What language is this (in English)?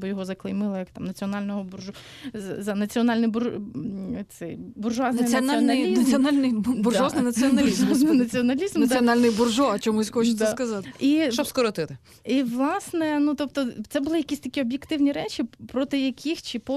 Ukrainian